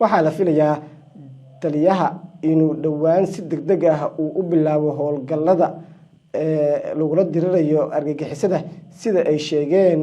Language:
Somali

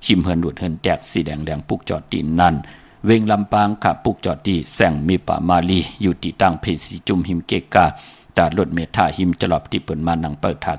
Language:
Shan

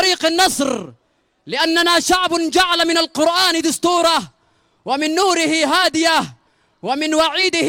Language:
Arabic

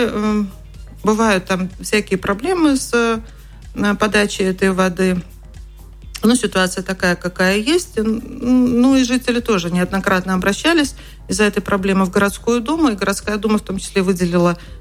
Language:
Russian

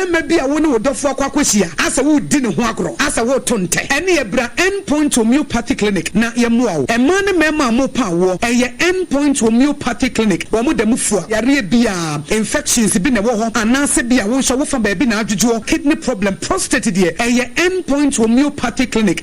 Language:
Akan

